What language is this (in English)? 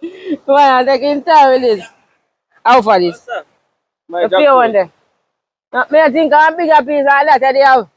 Jamaican Creole English